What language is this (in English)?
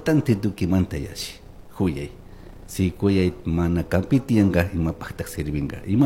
Chimborazo Highland Quichua